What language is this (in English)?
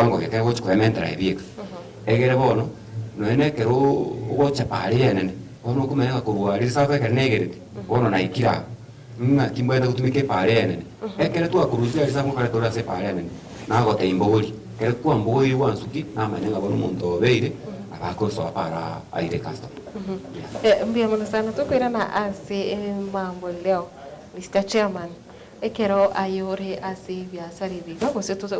Gusii